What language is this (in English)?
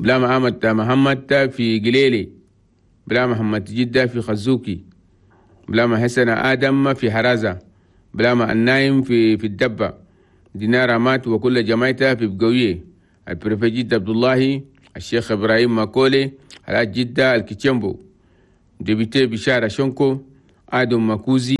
Chadian Arabic